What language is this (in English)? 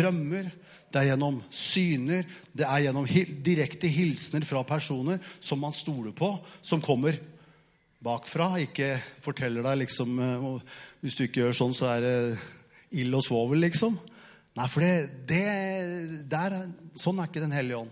Norwegian